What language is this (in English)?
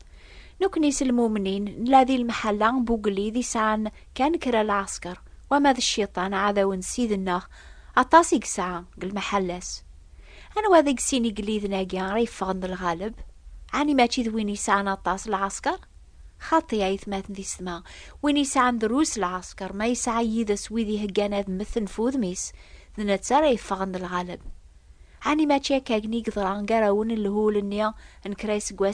Kabyle